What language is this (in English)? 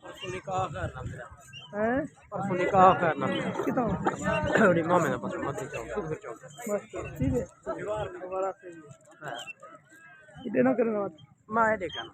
Saraiki